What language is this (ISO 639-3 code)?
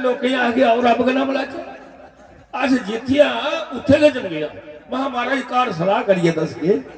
doi